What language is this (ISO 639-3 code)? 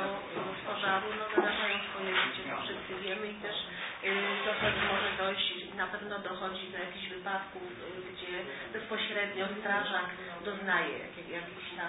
pol